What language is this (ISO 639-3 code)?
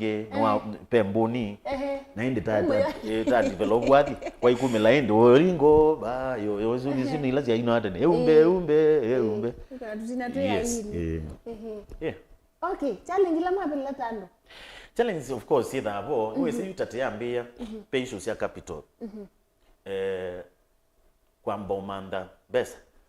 kam